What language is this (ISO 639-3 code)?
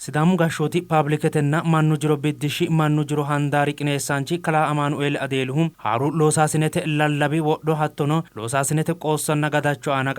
sid